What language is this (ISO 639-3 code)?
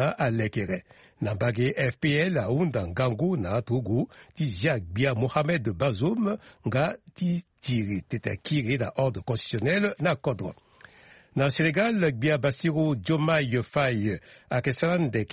sag